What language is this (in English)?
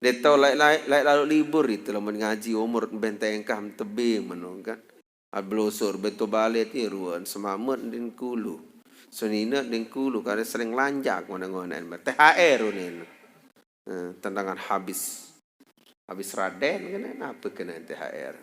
Sasak